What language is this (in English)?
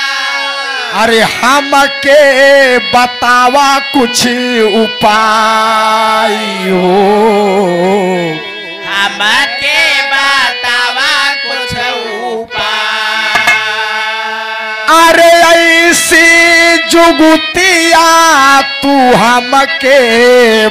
Bhojpuri